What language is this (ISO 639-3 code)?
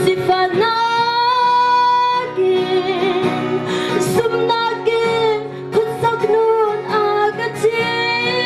cnh